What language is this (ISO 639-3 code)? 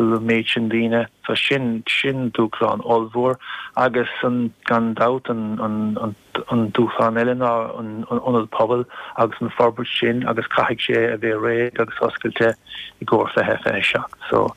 gle